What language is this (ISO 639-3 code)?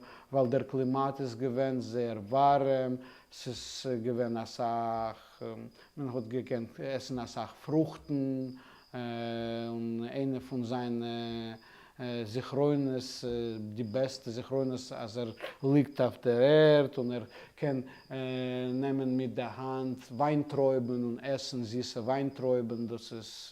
yid